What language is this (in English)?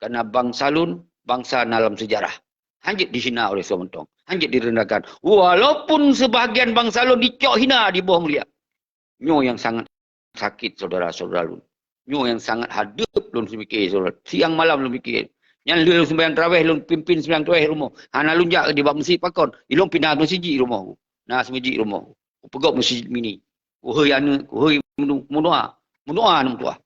Achinese